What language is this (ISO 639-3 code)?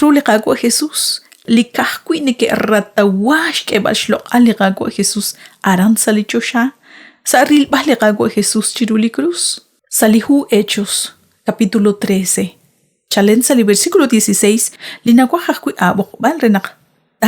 kek